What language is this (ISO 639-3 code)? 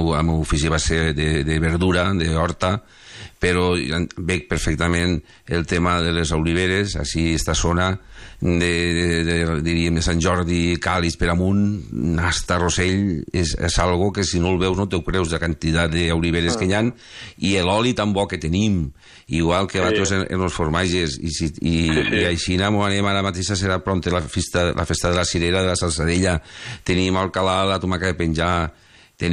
cat